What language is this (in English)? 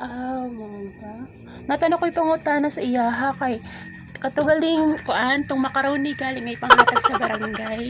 Cebuano